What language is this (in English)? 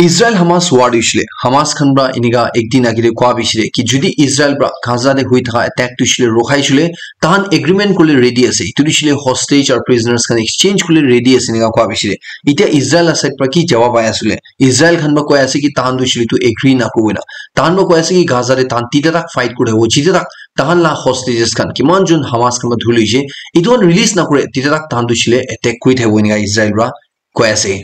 Naga Pidgin